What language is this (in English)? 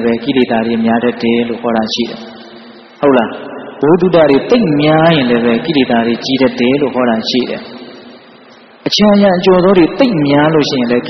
Burmese